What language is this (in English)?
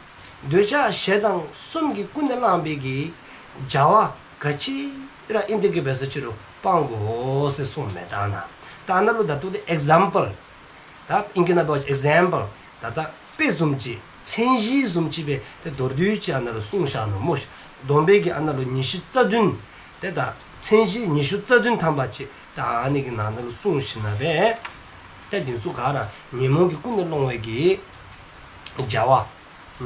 Dzongkha